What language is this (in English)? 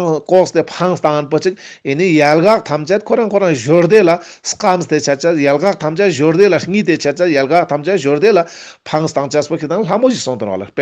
Ladakhi